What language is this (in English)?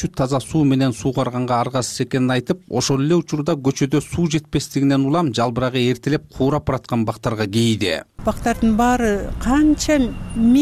Kyrgyz